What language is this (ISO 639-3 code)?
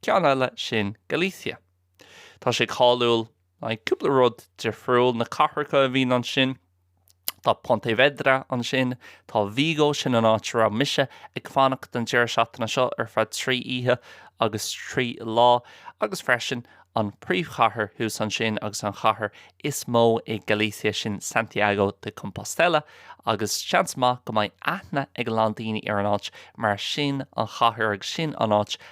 gle